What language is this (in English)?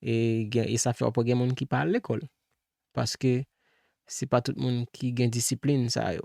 Haitian Creole